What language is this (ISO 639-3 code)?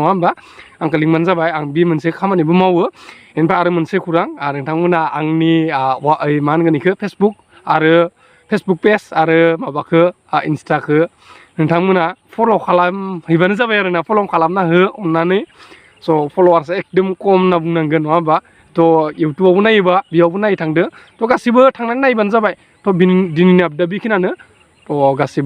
brx